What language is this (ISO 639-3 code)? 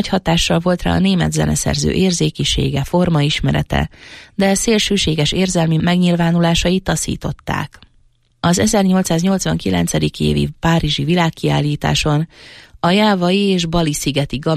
hun